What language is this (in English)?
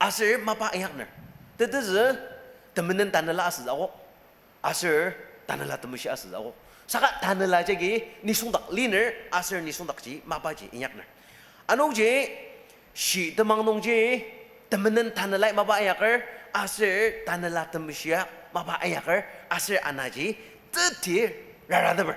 Ao Naga